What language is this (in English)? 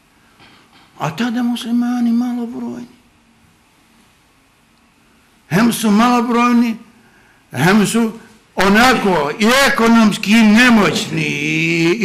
Bosnian